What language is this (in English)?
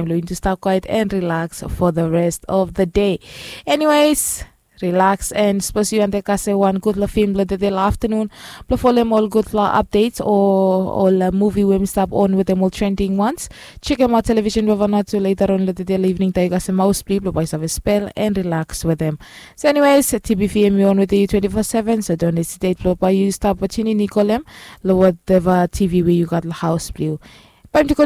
Bislama